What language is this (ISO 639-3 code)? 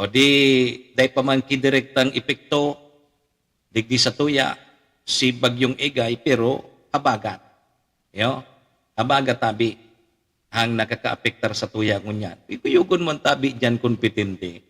bik